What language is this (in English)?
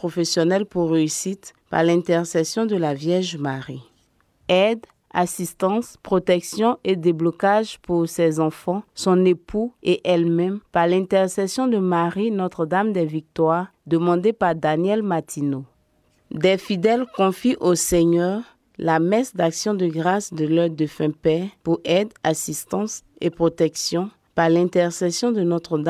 French